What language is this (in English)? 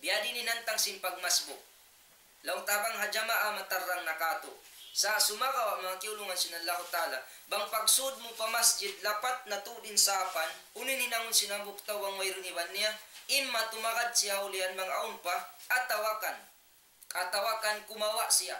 Tausug